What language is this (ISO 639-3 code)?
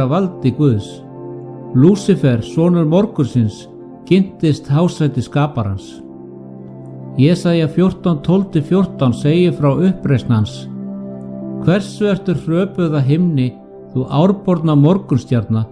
isl